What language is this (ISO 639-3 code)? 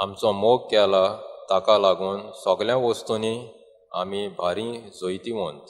kok